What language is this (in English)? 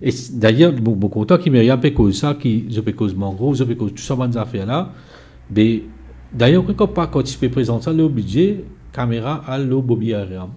Morisyen